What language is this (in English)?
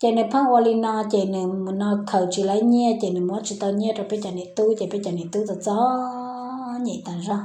Hmong